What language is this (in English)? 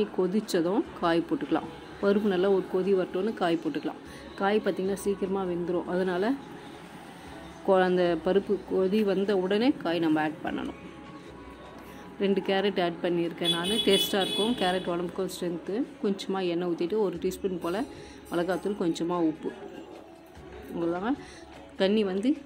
Tamil